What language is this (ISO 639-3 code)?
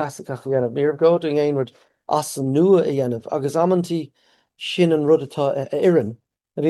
gle